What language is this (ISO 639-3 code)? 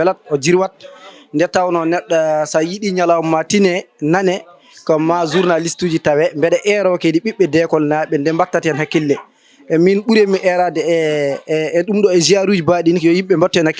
ful